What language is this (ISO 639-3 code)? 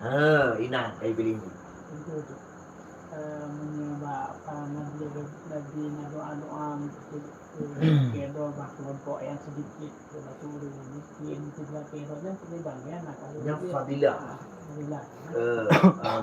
ace